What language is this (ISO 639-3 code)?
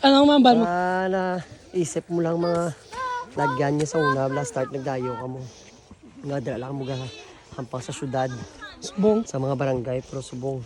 hil